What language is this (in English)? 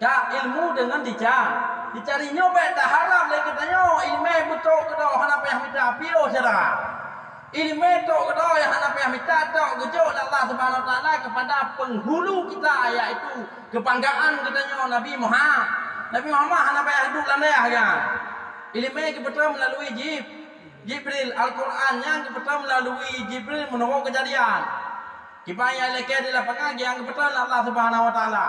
Achinese